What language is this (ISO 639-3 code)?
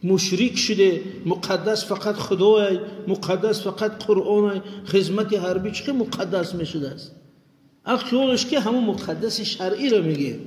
tgk